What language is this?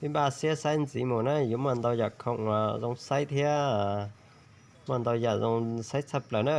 Hmong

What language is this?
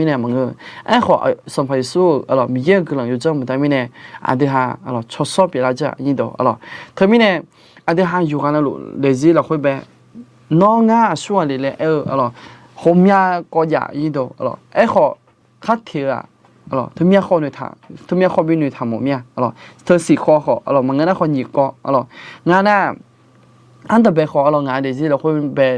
Akha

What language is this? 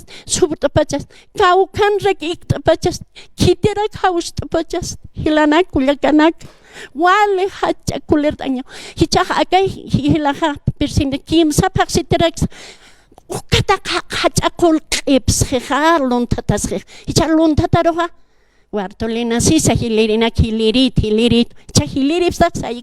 Aymara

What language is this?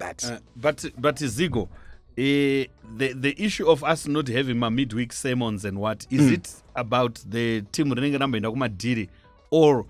Shona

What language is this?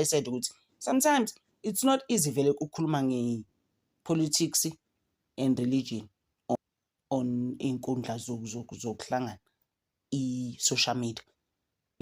Zulu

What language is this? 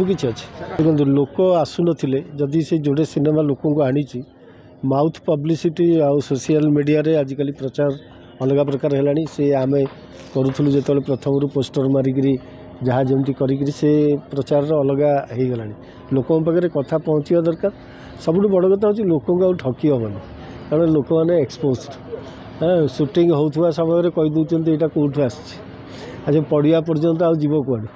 Odia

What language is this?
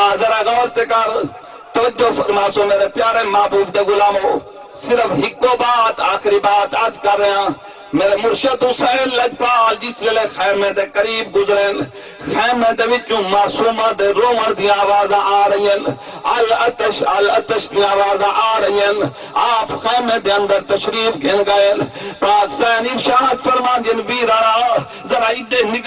Saraiki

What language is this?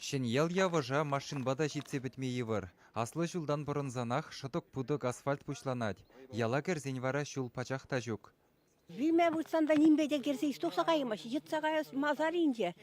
Chuvash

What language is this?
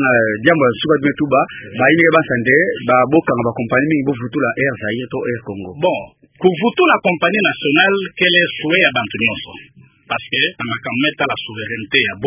Kituba (Democratic Republic of Congo)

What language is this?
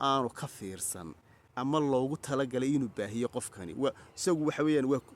Somali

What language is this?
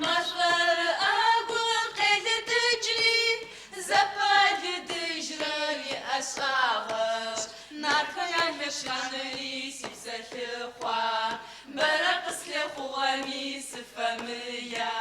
Adyghe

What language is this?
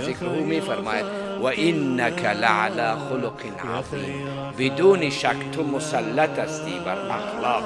Tajik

